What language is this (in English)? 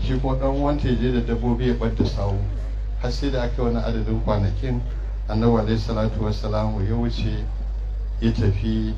Hausa